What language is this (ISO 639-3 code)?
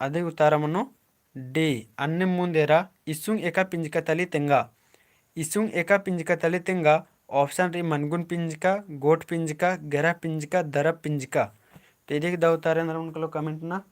kru